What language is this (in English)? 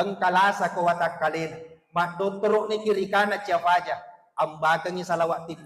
Buginese